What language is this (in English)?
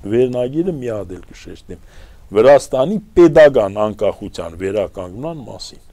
Armenian